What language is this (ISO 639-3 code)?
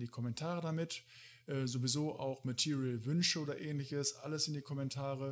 deu